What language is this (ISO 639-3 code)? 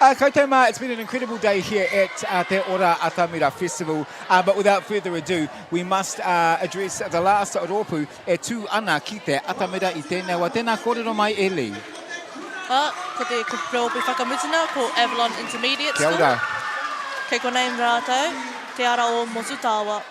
mri